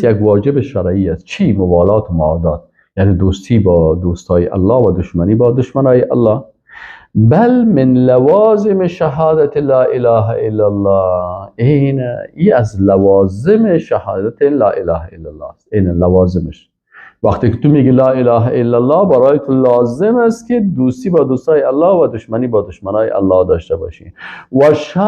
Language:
Persian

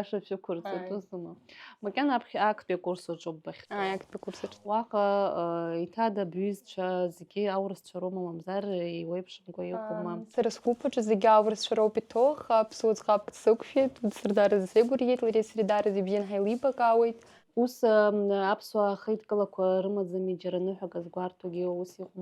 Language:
Abkhazian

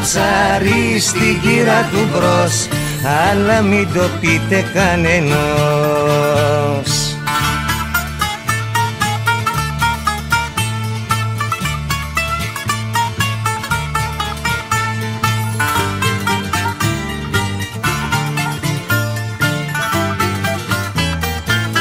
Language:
Greek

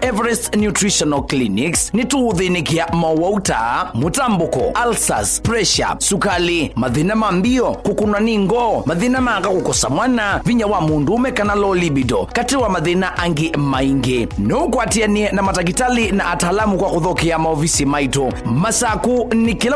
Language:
Kamba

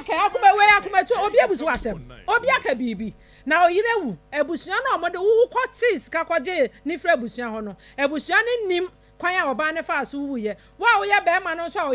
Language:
Akan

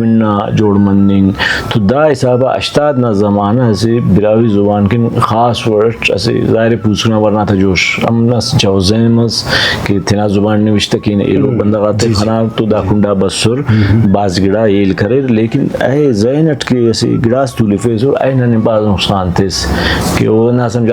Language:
Brahui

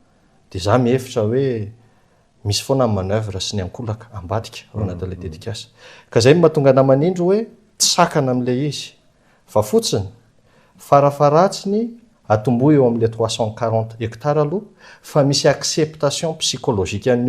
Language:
Malagasy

